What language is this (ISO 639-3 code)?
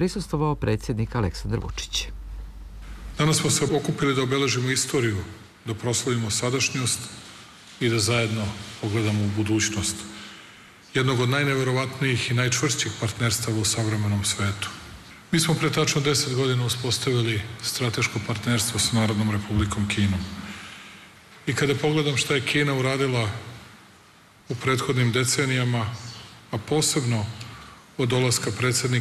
srp